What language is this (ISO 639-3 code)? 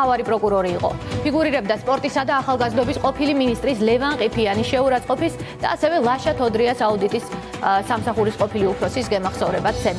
kat